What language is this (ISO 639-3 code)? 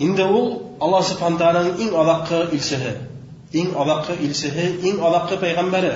bak